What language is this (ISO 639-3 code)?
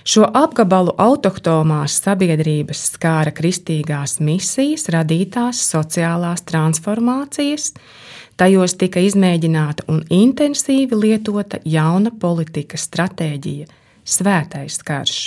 lav